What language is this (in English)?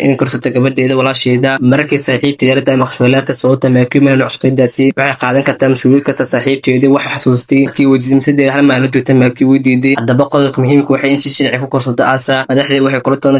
Somali